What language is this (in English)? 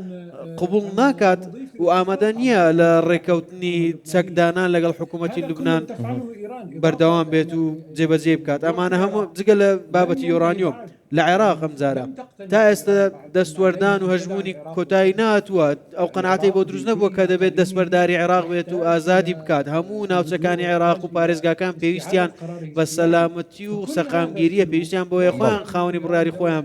Central Kurdish